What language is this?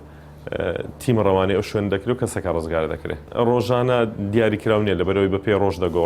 Central Kurdish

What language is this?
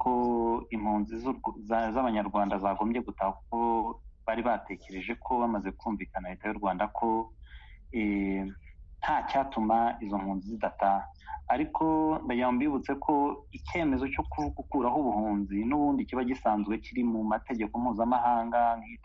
Kinyarwanda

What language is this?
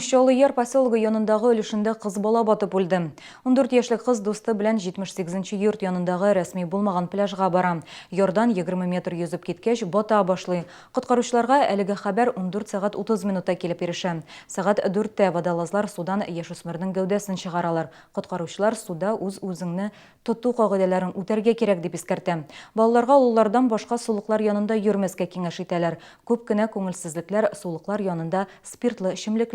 Tatar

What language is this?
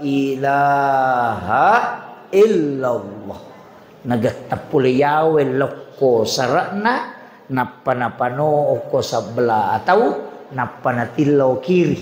Buginese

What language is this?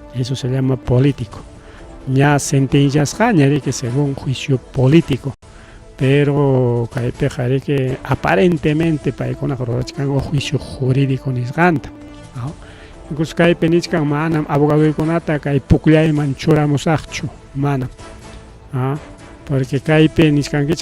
Ayacucho Quechua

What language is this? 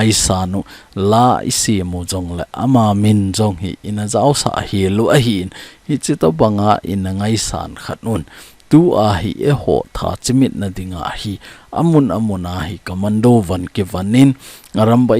Thado Chin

